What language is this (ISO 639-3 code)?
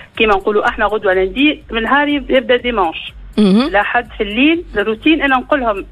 aeb